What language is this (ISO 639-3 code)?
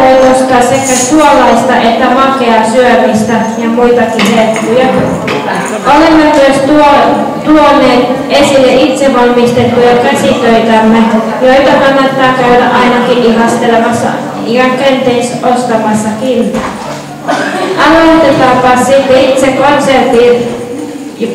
fin